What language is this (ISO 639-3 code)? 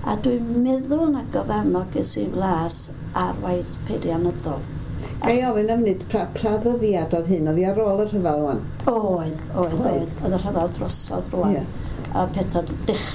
cym